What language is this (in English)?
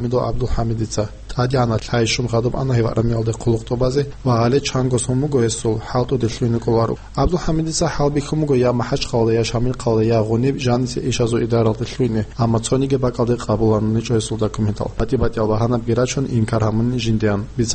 Avaric